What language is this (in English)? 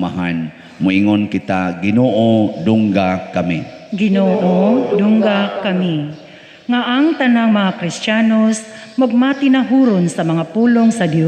Cebuano